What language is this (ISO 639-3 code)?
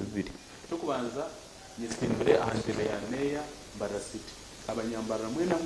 nyn